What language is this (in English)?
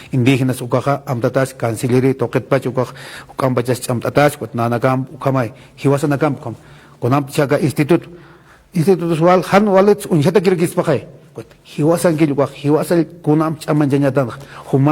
Aymara